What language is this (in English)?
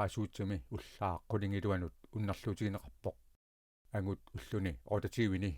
Kalaallisut